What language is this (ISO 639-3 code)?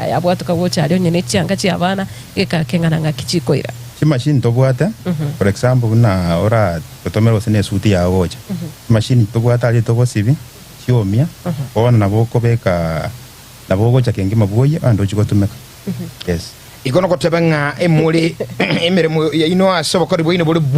guz